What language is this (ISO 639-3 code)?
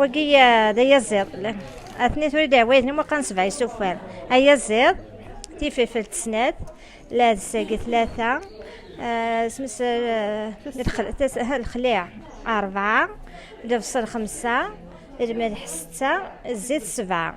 kab